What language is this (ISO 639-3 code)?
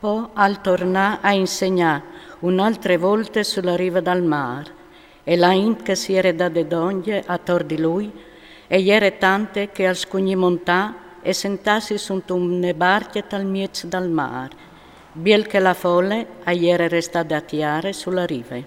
fur